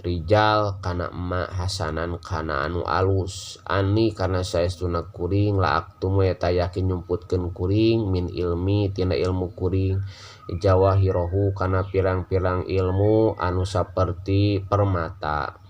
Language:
Sundanese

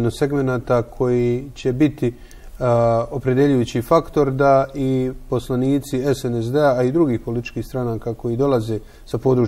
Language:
Bosnian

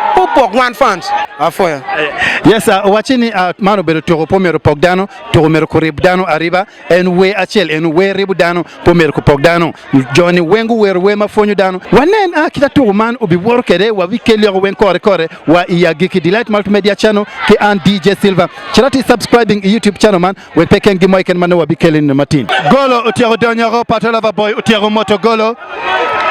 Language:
Acoli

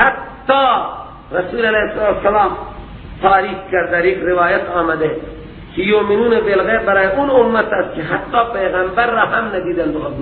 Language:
Persian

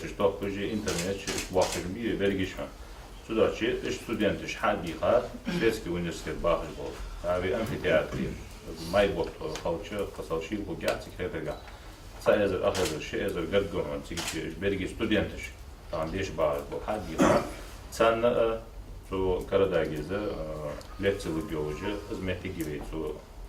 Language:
Ingush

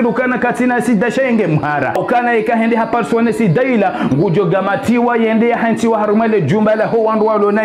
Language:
Ngazidja Comorian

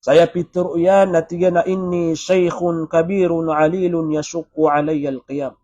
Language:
Maranao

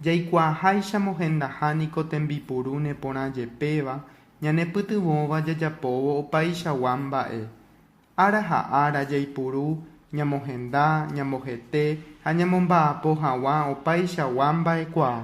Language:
Guarani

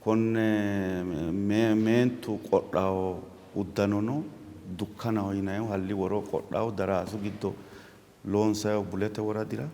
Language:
Sidamo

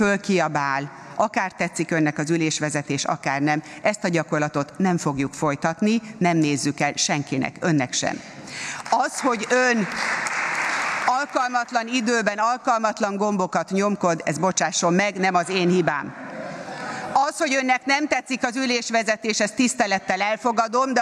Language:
Hungarian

